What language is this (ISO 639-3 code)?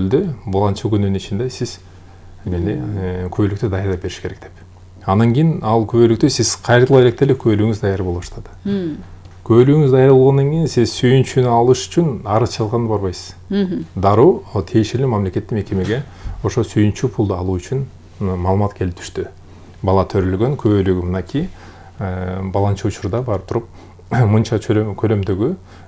kir